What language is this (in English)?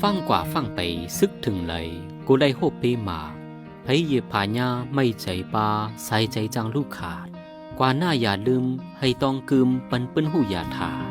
Shan